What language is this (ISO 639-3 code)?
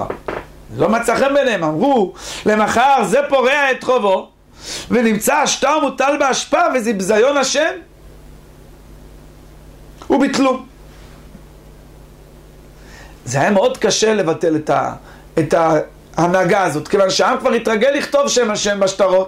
heb